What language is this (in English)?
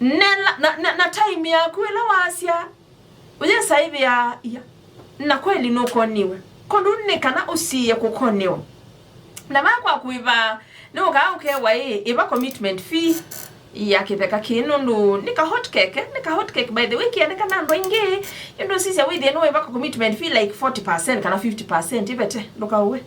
Kamba